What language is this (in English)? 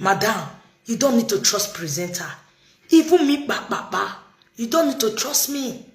Nigerian Pidgin